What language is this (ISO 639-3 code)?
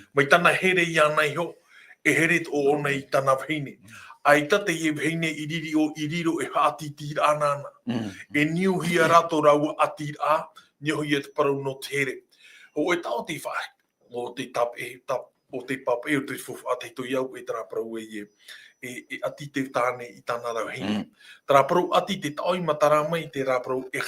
tah